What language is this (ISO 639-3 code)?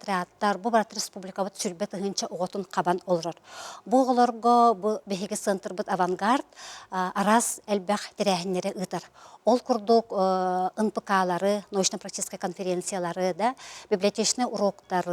sah